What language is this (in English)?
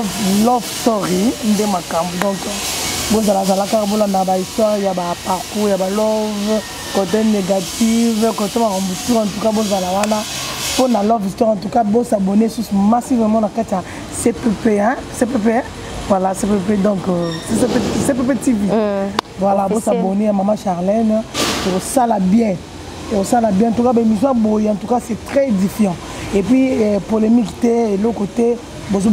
Lingala